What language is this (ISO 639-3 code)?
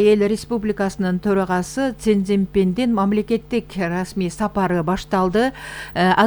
kir